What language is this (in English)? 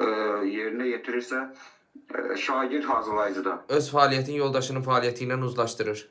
Azerbaijani